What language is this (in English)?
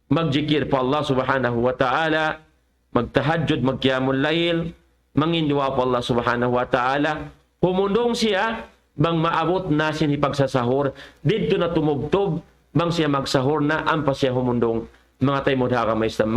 Tausug